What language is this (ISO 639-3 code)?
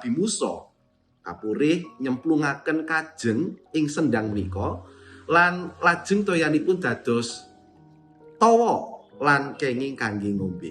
jav